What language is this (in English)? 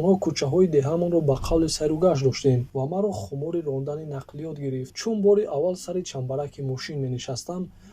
Tajik